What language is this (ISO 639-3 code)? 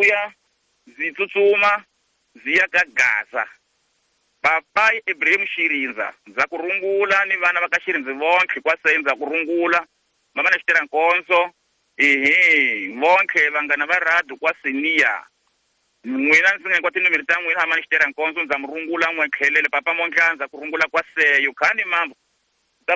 tso